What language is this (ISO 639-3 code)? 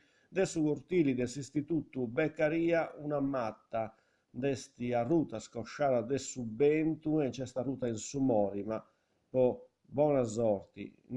srd